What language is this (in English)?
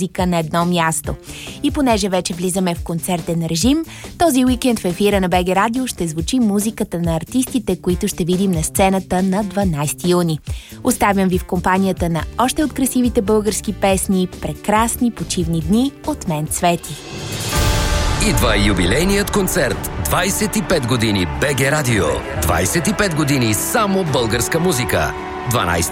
Bulgarian